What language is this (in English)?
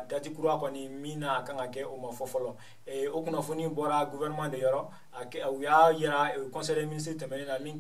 Bambara